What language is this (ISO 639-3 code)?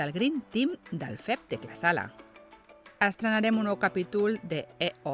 cat